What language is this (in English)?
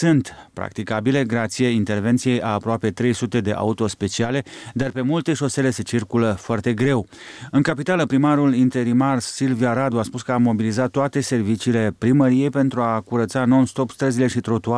Romanian